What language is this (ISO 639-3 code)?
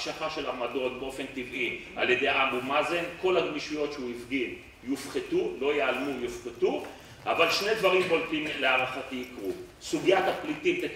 heb